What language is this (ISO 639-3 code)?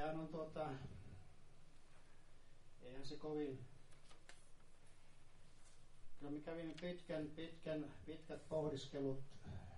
fin